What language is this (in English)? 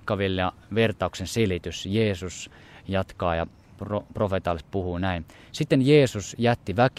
Finnish